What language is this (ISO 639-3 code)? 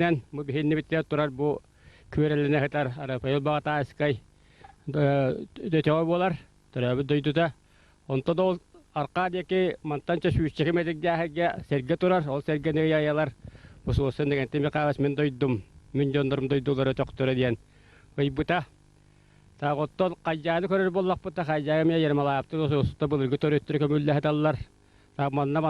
sah